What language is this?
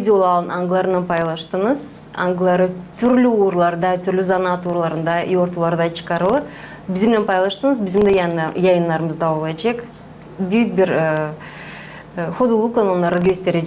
Gagauz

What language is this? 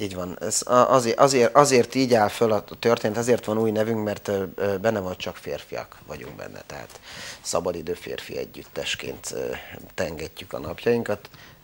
Hungarian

